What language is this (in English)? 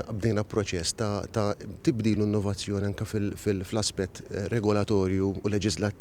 Maltese